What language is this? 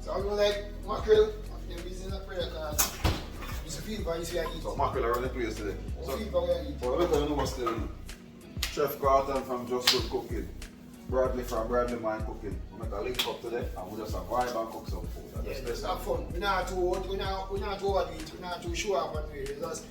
Jamaican Creole English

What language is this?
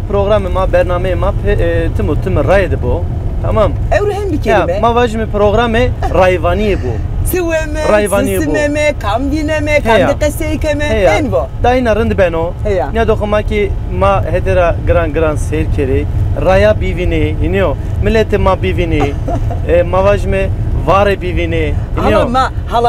Zaza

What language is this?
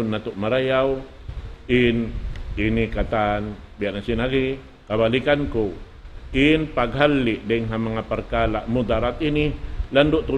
Tausug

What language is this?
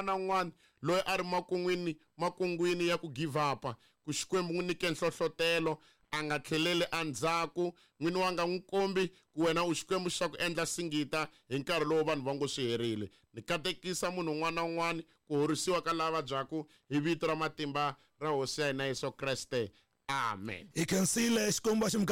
Tsonga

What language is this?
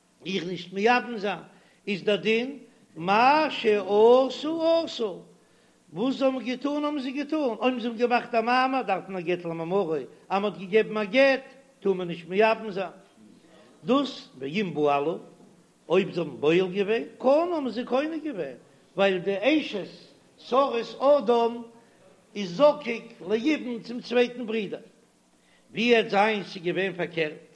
Yiddish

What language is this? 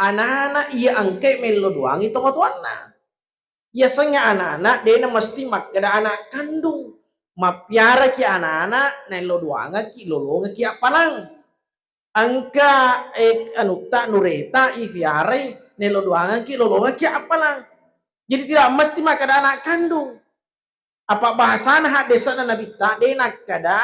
Buginese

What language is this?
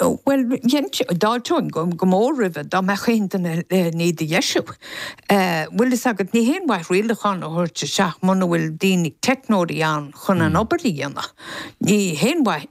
Irish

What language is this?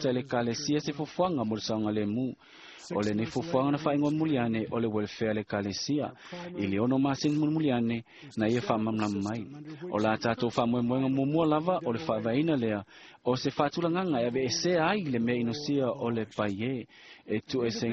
Samoan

